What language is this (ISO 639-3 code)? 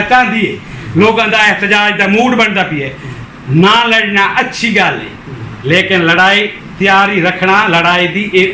skr